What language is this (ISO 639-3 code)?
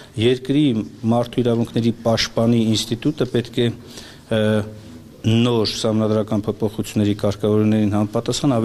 hye